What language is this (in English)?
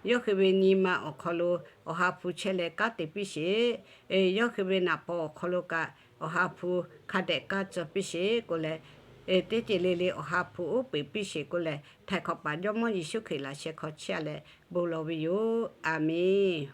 Lahu